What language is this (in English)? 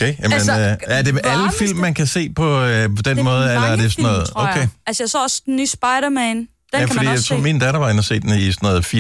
Danish